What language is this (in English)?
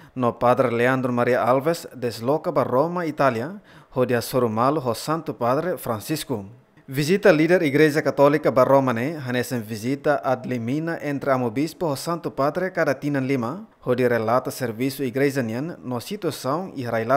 Tetum